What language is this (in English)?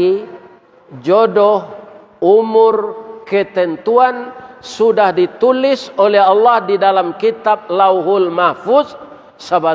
Minangkabau